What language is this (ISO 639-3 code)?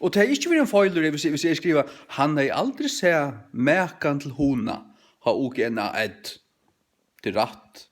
fao